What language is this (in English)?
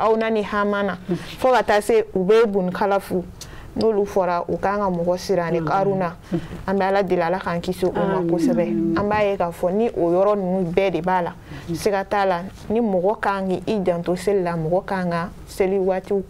Bambara